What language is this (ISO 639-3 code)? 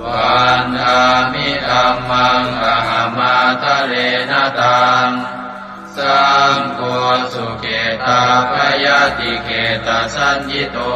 pli